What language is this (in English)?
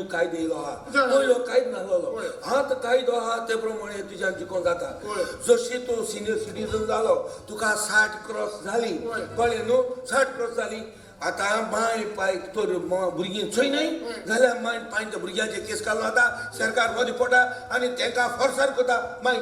Konkani